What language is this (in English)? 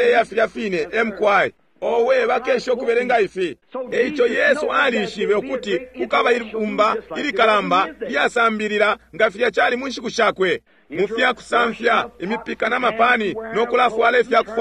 Bemba